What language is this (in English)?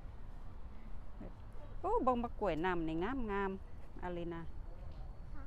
Lao